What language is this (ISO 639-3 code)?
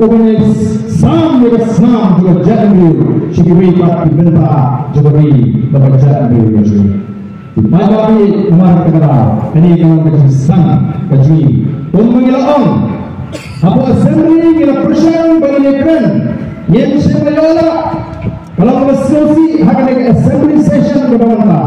kha